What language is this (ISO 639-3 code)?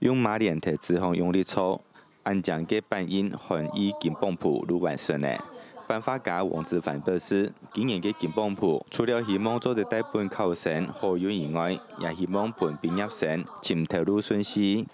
hak